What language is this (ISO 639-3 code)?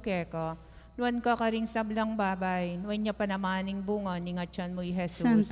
pam